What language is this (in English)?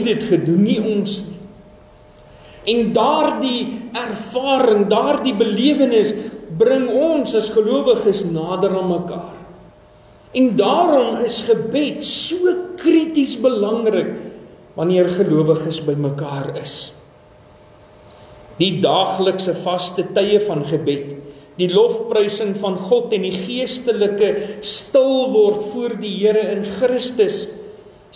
Afrikaans